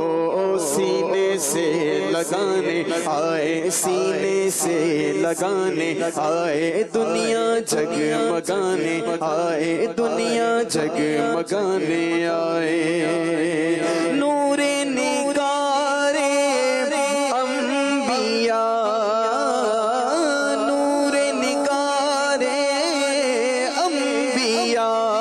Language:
Urdu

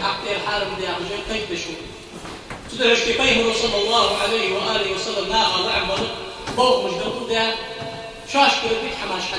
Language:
Ingush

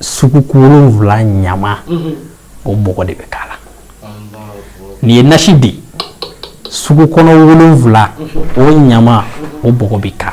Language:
Bambara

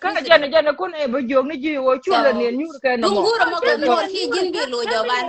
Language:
Nuer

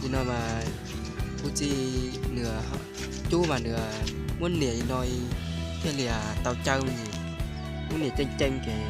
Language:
Hmong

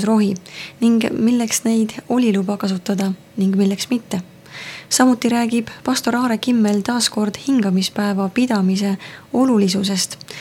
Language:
Estonian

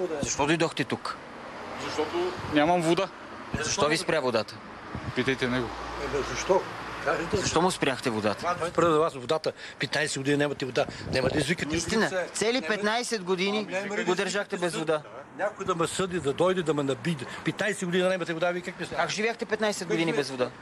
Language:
Bulgarian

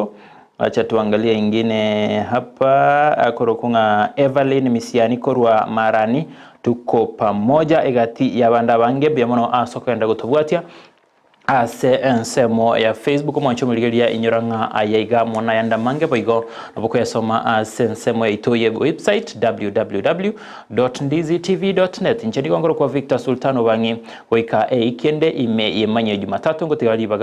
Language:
Gusii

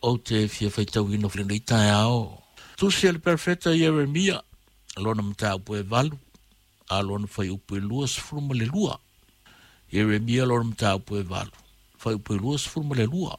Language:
Samoan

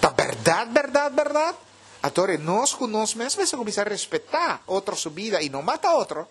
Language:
Papiamento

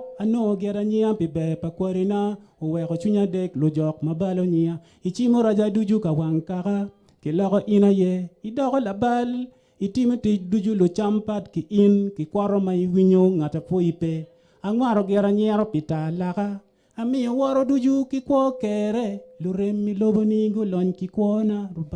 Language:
Acoli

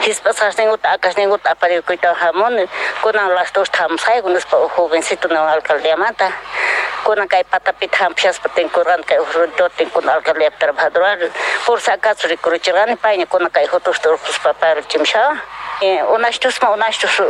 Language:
South Bolivian Quechua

